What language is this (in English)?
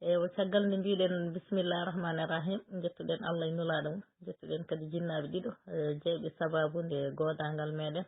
Fula